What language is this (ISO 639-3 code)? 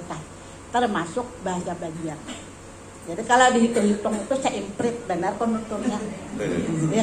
bjn